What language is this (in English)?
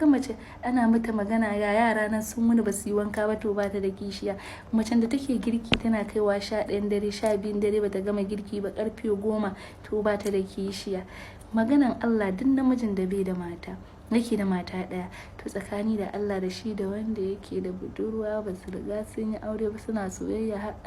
Hausa